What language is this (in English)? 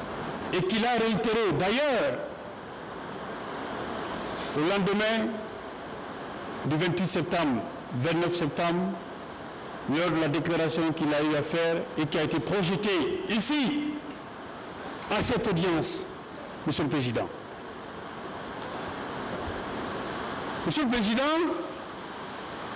French